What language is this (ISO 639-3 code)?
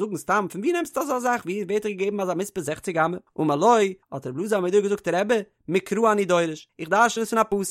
yid